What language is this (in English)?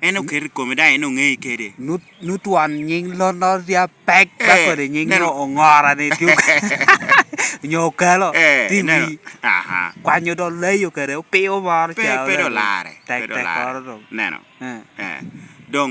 Lango (Uganda)